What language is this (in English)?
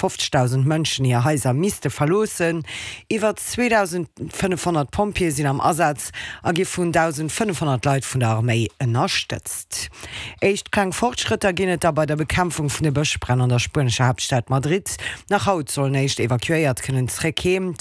Luxembourgish